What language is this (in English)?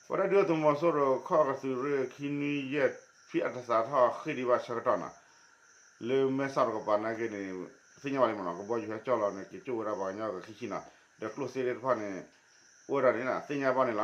S'gaw Karen